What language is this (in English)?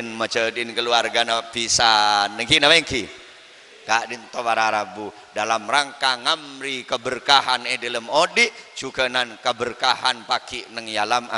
Madurese